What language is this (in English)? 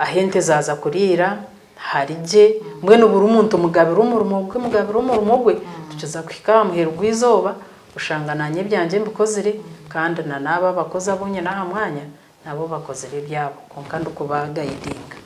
Nyankole